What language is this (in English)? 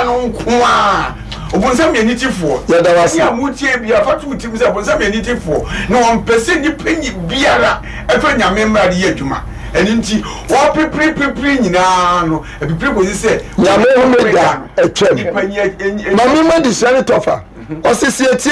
Akan